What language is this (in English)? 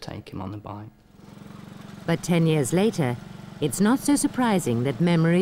English